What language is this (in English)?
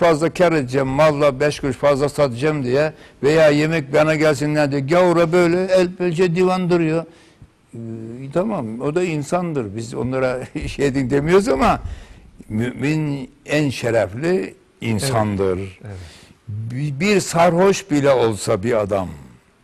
Turkish